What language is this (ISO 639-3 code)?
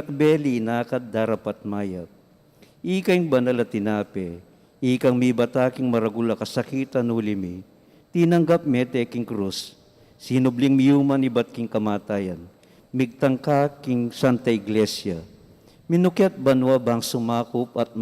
pam